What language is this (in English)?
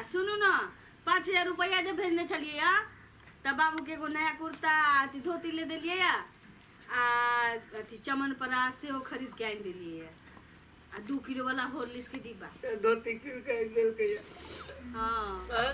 Maithili